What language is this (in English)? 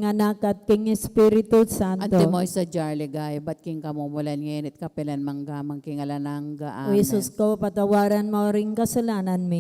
Pampanga